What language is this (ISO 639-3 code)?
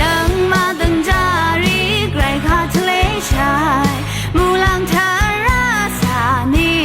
raw